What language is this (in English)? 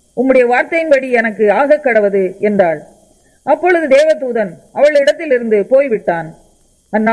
Tamil